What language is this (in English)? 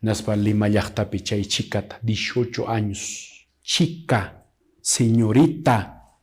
Quechua